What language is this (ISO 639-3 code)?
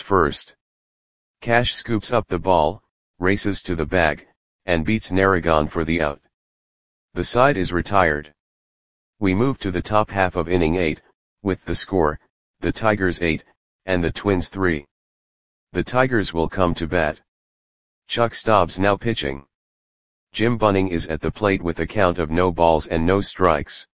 eng